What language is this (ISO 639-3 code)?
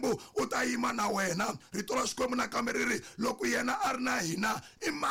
tso